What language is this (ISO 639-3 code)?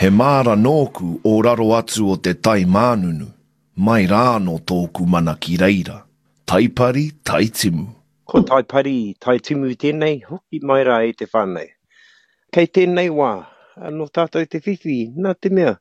mri